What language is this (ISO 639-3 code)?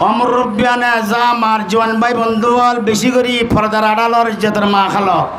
rhg